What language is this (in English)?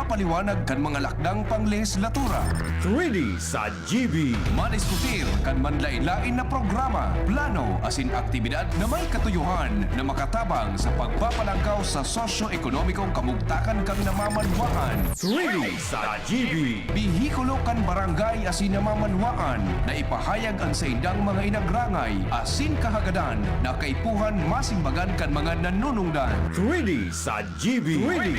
Bikol